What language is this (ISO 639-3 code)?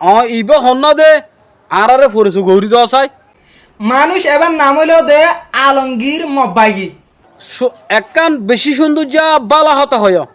rhg